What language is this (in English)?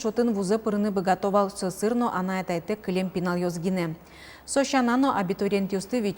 Udmurt